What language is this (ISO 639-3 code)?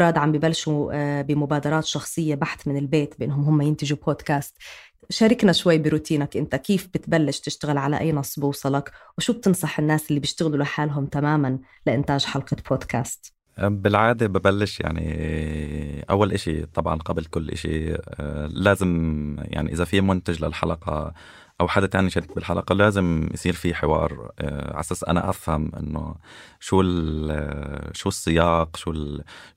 apc